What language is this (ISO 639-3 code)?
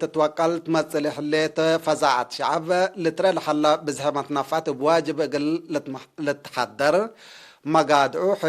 tig